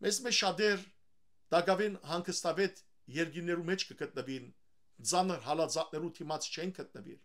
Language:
Western Armenian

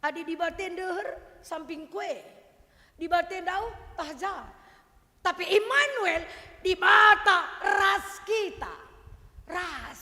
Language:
Batak Karo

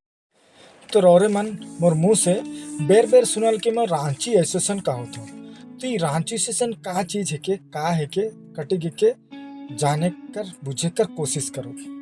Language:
Sadri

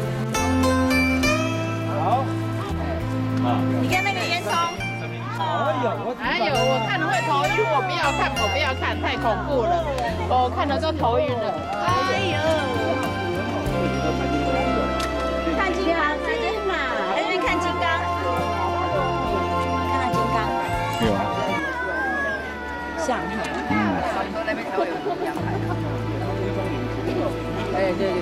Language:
Chinese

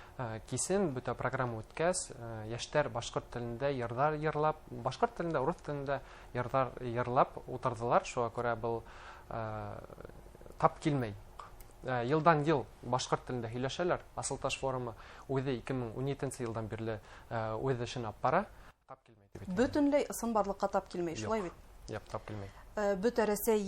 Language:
Bashkir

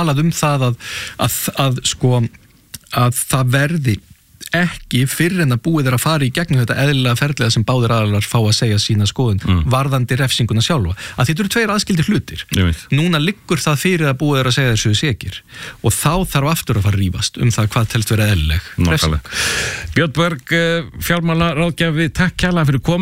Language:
Icelandic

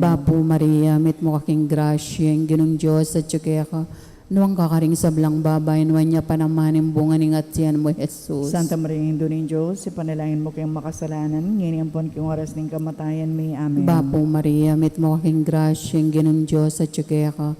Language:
Pampanga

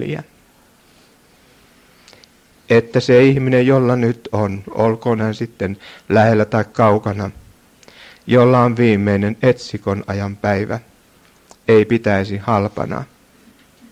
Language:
Finnish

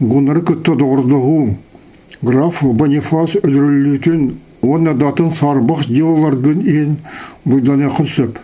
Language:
Yakut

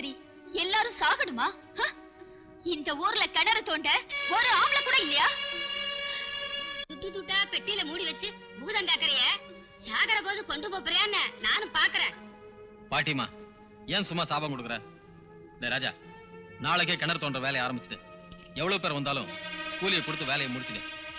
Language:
Tamil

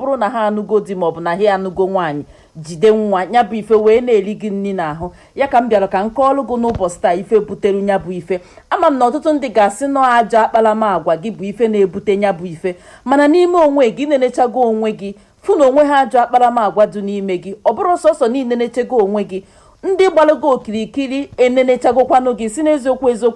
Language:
Igbo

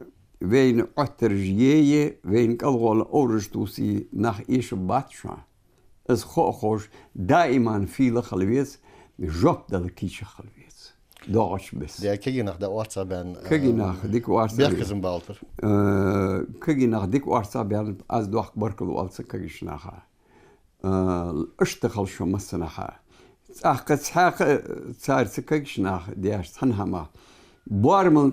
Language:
Ingush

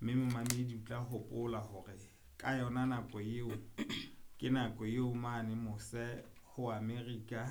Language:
Southern Sotho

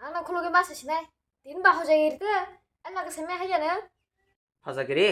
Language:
Kok Borok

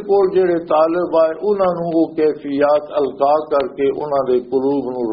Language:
Western Panjabi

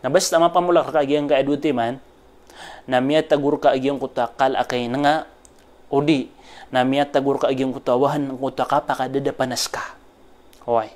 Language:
Maranao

